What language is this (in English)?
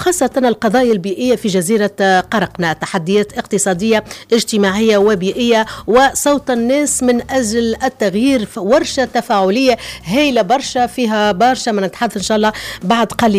Tunisian Arabic